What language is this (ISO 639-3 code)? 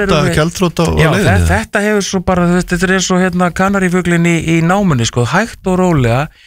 isl